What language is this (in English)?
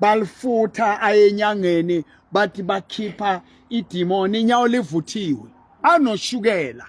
Southern Sotho